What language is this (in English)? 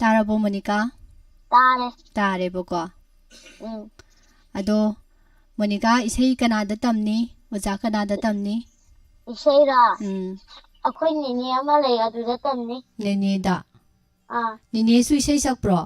Manipuri